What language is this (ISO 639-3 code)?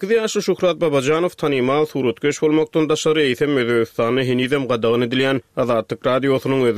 tuk